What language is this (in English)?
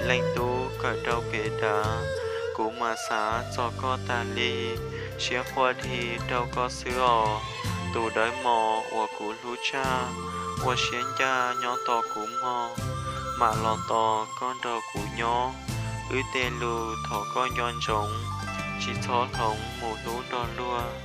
Hmong